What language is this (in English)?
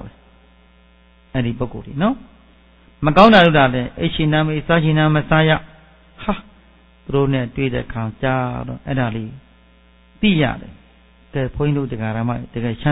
Burmese